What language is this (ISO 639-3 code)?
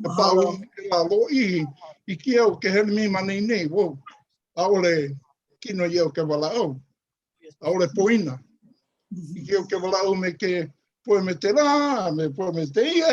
haw